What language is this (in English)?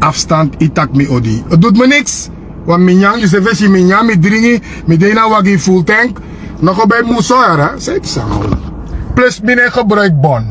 Sranan Tongo